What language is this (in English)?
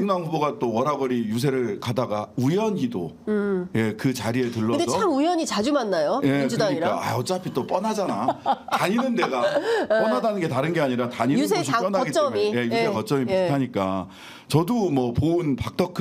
Korean